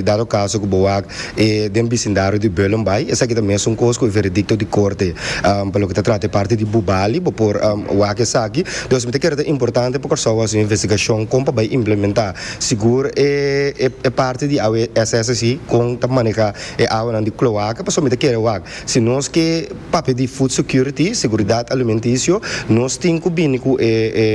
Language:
Papiamento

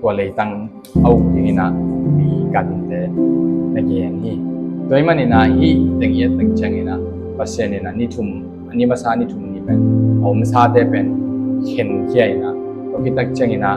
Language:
Tedim Chin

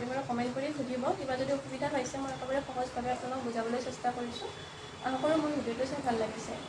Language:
Assamese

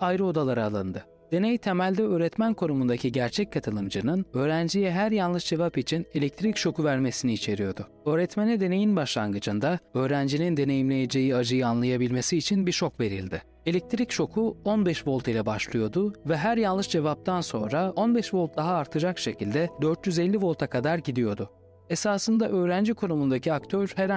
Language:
Turkish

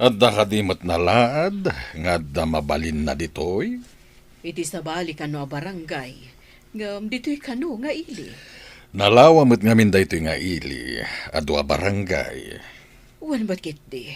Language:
Iloko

